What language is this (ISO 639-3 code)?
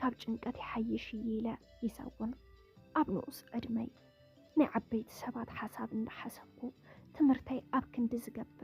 tir